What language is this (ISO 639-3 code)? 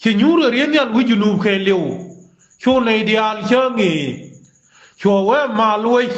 nus